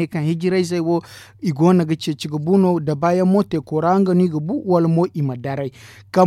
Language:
Zarma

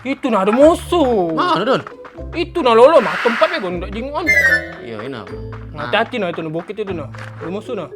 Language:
Musi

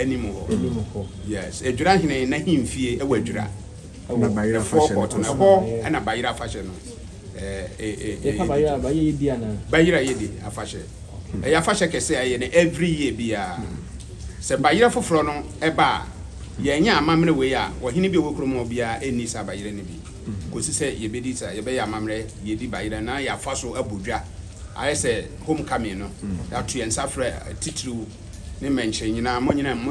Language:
Akan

